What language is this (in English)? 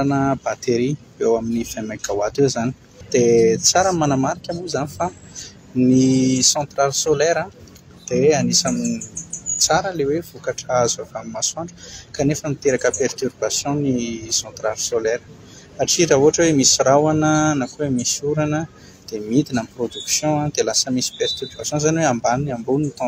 Malagasy